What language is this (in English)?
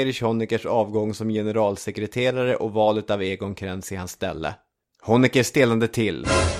Swedish